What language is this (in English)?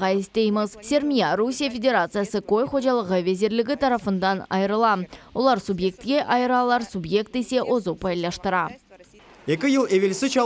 Crimean Tatar